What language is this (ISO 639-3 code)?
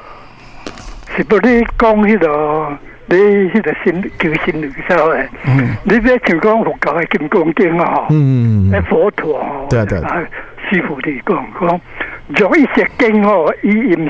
nan